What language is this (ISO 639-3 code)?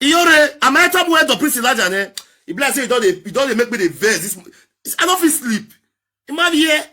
pcm